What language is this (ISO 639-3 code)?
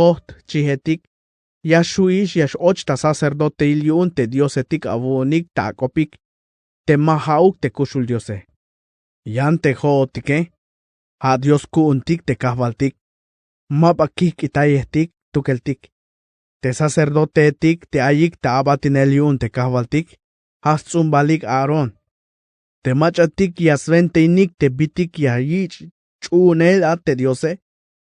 tzh